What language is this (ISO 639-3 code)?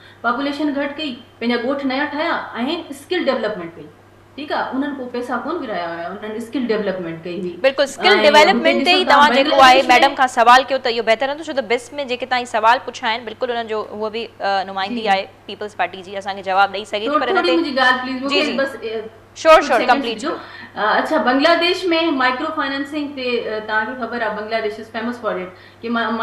snd